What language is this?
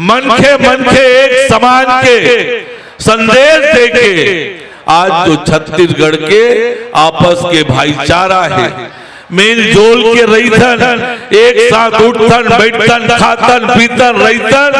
Chhattisgarhi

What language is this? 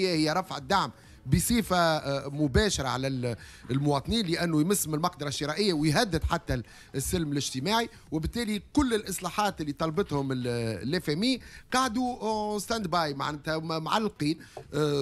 Tunisian Arabic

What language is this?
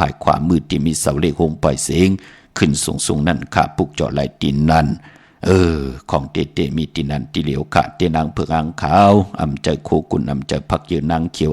Shan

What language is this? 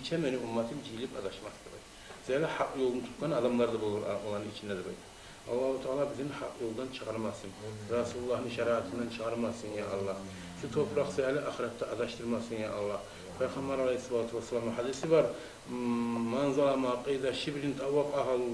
Kumyk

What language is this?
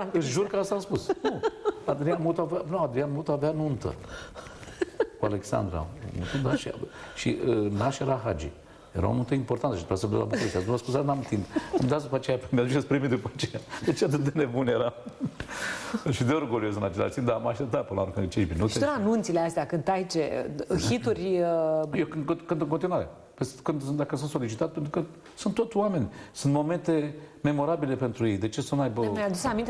Romanian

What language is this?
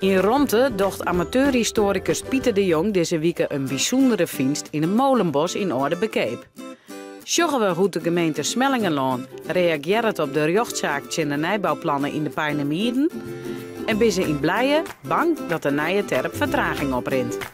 Western Frisian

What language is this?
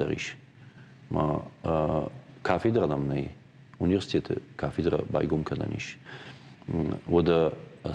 Ossetic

